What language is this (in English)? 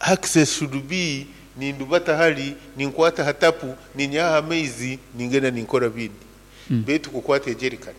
Nyoro